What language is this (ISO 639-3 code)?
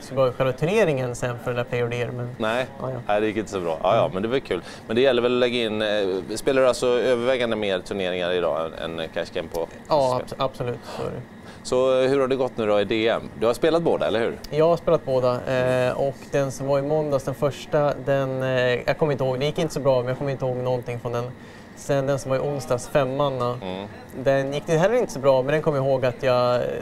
swe